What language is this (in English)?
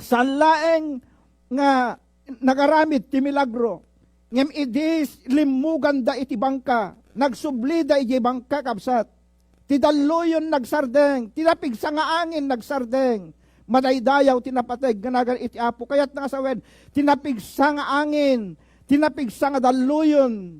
Iloko